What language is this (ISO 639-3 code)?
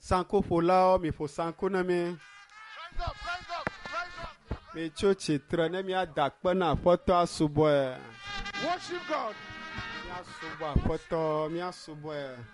ewe